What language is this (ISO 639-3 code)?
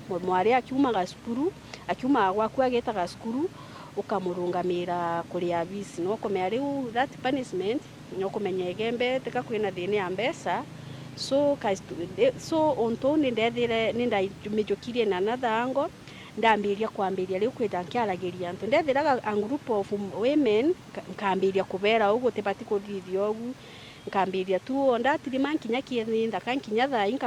mer